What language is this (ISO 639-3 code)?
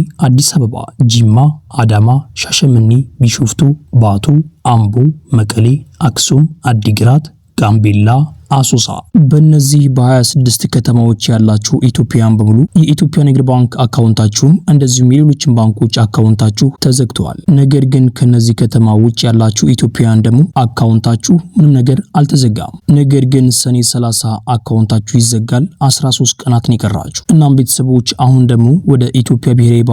amh